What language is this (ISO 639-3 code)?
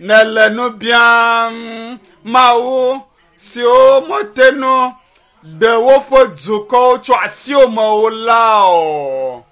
ewe